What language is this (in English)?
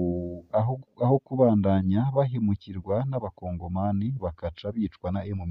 Rundi